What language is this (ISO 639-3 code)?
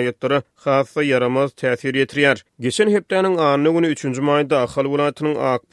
tuk